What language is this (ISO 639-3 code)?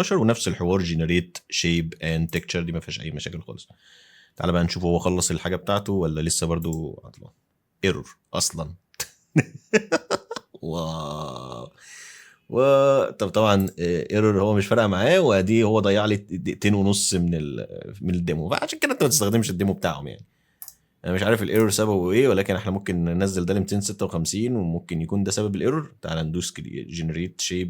arz